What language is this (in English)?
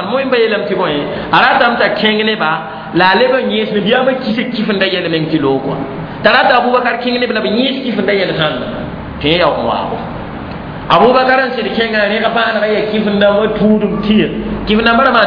Mossi